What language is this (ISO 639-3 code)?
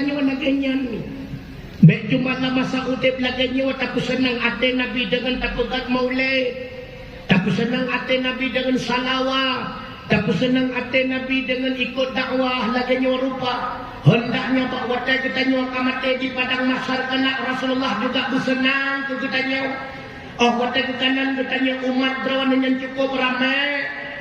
ace